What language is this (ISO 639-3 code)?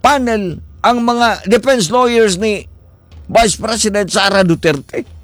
ceb